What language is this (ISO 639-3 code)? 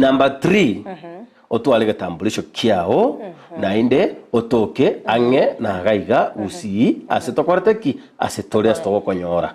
guz